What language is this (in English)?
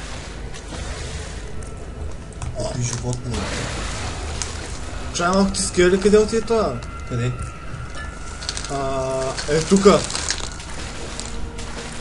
Bulgarian